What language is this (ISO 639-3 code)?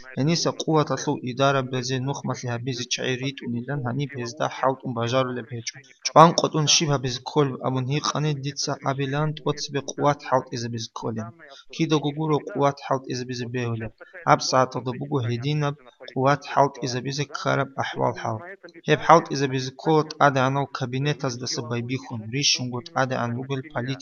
ava